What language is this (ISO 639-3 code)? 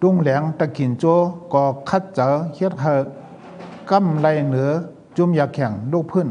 shn